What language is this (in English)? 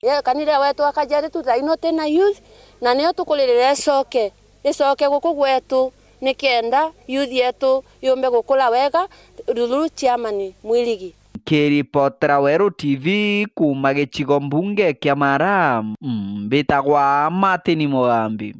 Meru